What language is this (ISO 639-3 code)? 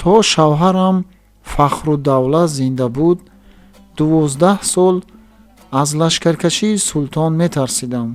tgk